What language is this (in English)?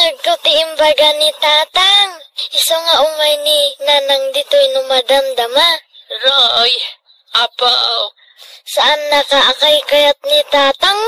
Iloko